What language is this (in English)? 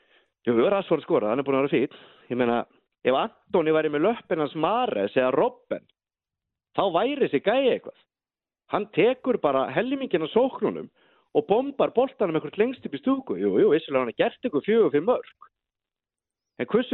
Icelandic